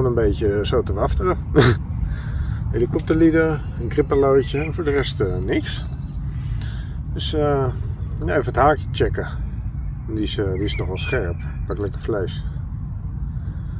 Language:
Dutch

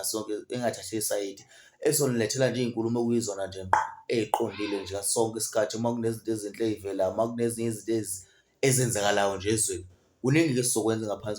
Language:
Zulu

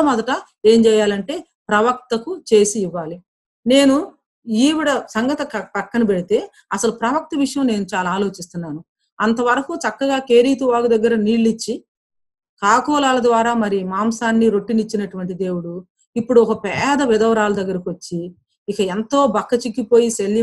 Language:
Telugu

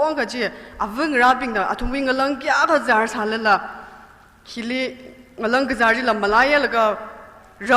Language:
Tangkhul Naga (India)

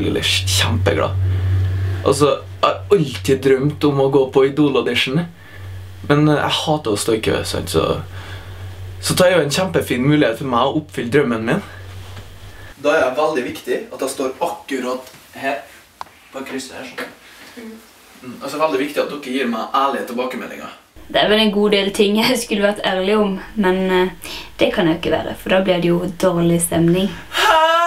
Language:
Norwegian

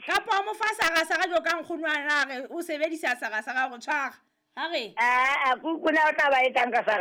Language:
Southern Sotho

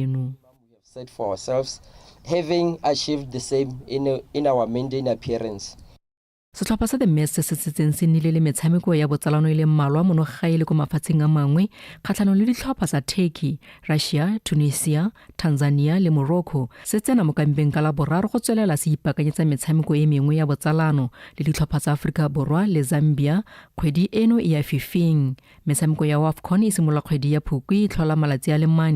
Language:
Tswana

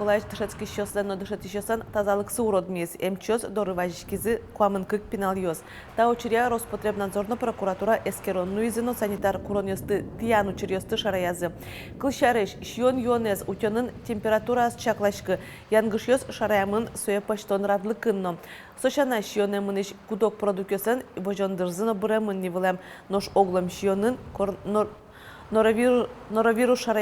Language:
Udmurt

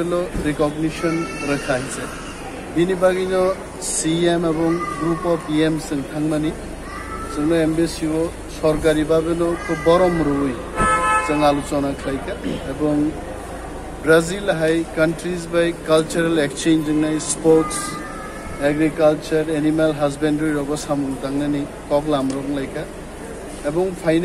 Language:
Kok Borok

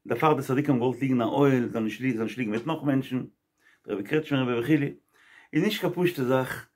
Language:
Yiddish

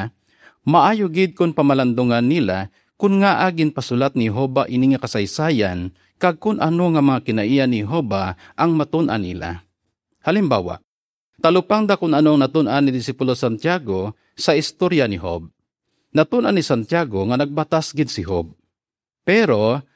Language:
Hiligaynon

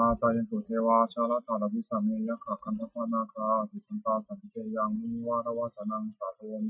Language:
Pali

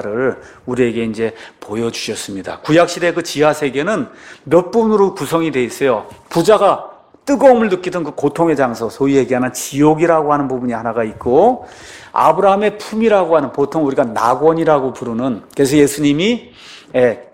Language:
Korean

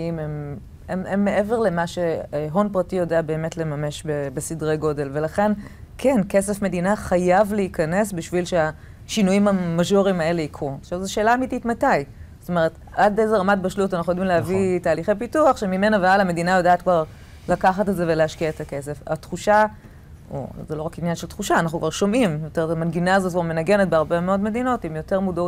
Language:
Hebrew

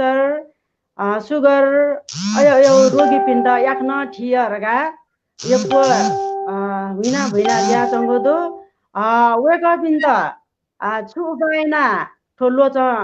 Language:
Newari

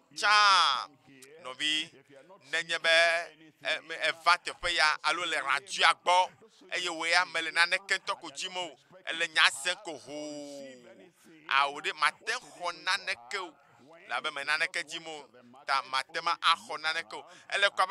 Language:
Ewe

